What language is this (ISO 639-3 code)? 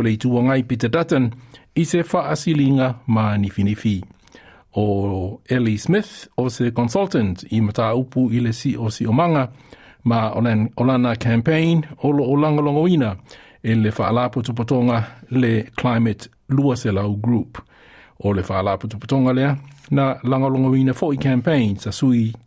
smo